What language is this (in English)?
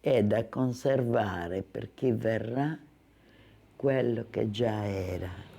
Sardinian